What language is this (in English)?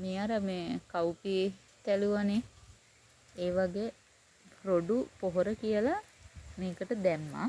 Sinhala